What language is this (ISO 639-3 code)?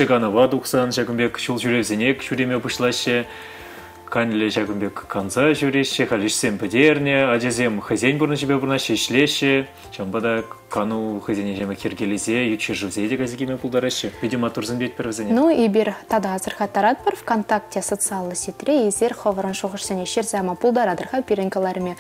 chv